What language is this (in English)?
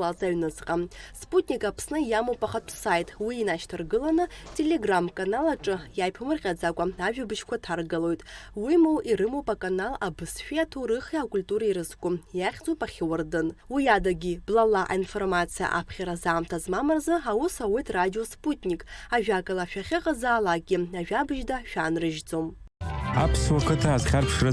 Abkhazian